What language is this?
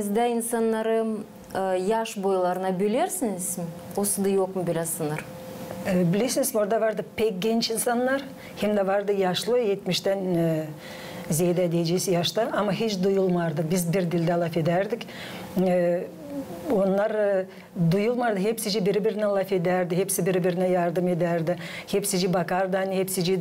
Gagauz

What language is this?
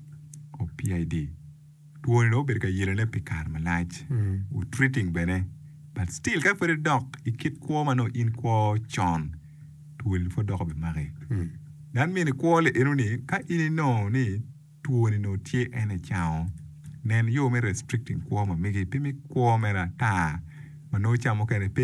Acoli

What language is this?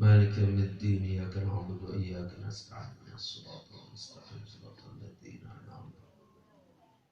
Sasak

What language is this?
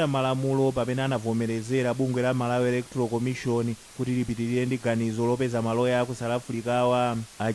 Nyanja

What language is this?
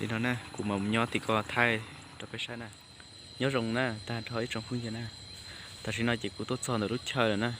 Hmong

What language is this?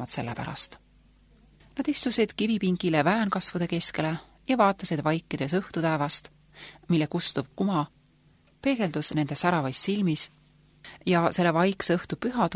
Estonian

